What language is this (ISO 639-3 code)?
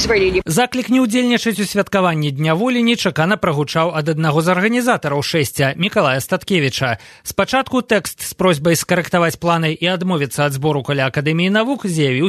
bel